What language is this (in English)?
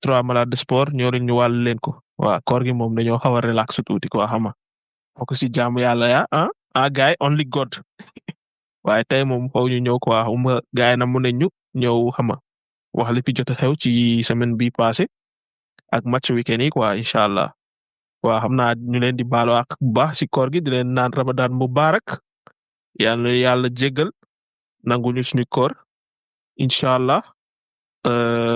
Wolof